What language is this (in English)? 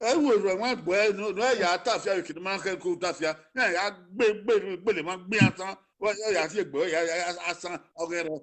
Bini